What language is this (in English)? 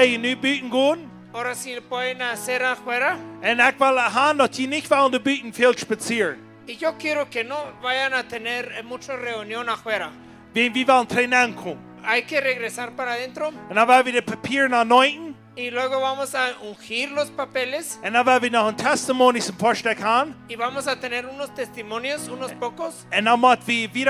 Plautdietsch